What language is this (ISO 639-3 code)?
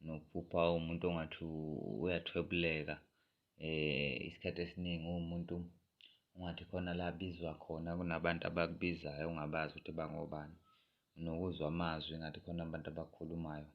zul